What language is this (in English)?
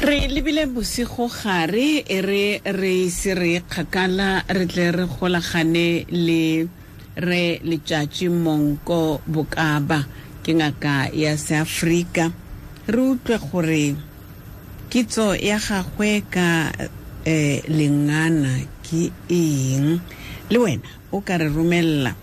Tswana